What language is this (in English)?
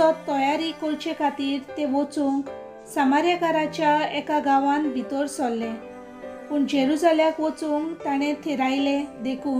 Konkani